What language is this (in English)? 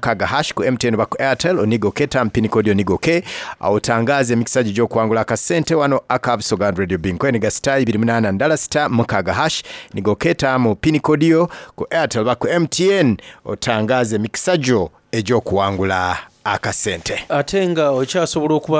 Soga